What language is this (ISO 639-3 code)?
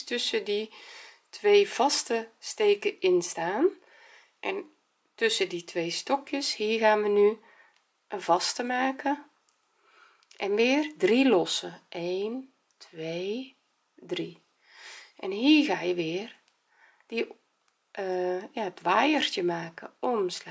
nld